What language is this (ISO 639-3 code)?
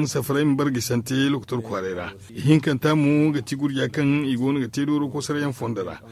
dje